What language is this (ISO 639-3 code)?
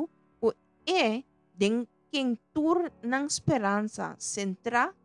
pap